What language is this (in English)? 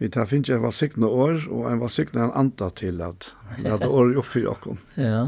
Faroese